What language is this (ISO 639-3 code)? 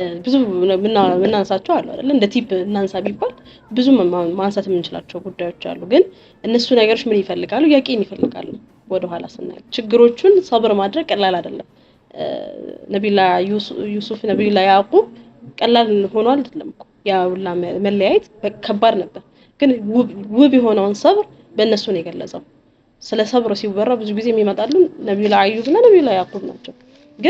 amh